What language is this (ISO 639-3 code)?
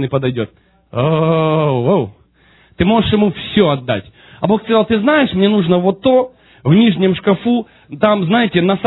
rus